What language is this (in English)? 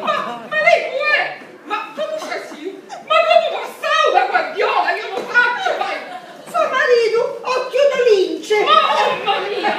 Sicilian